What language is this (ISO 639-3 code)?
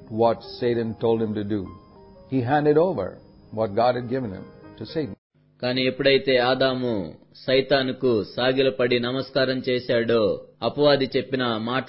tel